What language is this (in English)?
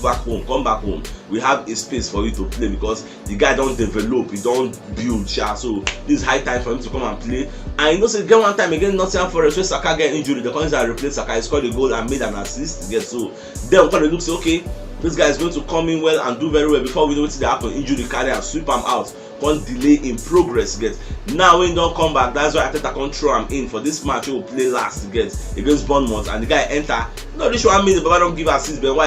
Nigerian Pidgin